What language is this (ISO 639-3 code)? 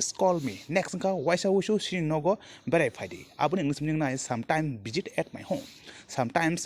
trp